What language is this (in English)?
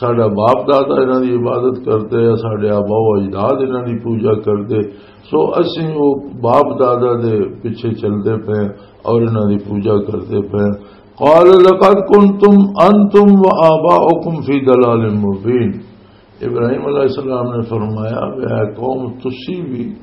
Western Panjabi